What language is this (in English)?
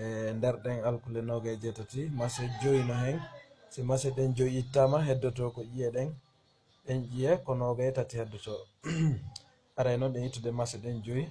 Fula